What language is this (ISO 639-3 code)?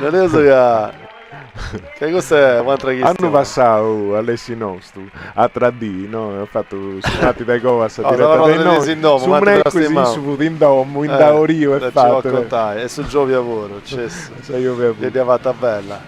srd